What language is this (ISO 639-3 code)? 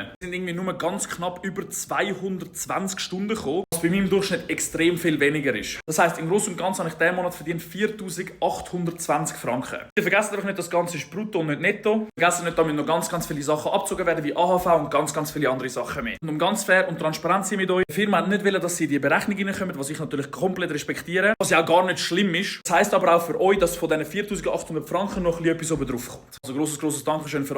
gsw